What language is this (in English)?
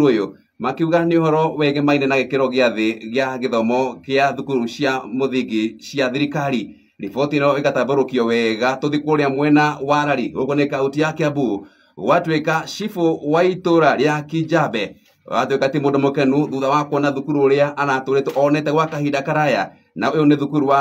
Kikuyu